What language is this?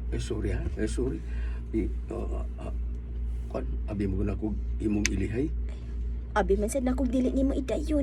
Cebuano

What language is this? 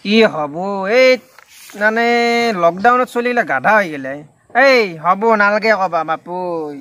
Assamese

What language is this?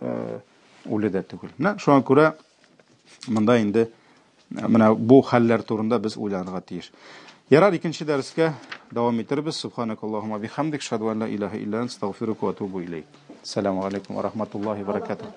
Tatar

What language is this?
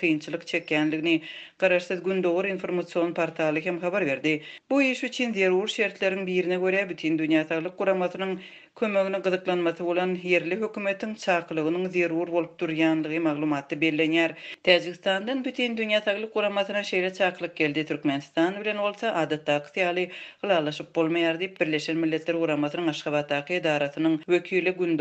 Turkmen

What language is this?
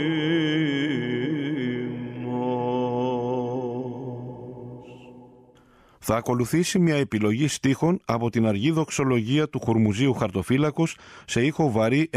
Greek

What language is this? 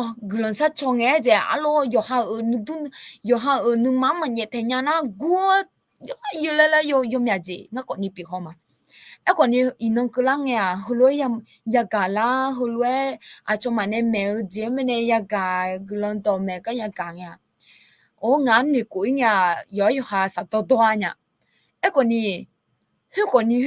Akha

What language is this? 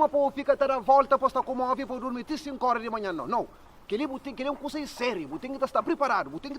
Kabuverdianu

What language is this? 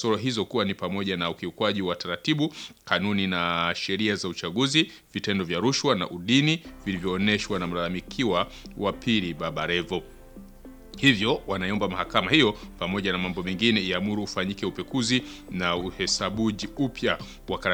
Swahili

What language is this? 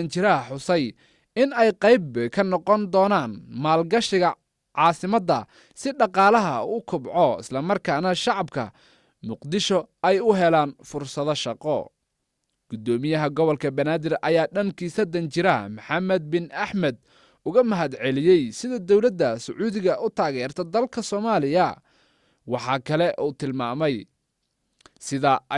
Somali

